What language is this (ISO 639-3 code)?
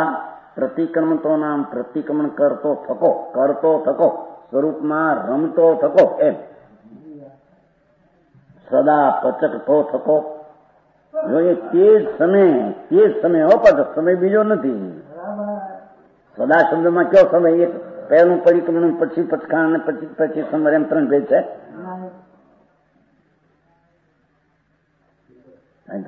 guj